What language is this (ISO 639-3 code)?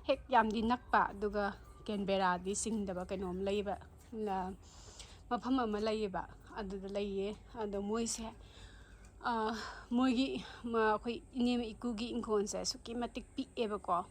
mni